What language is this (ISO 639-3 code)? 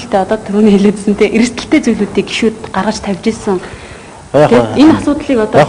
mon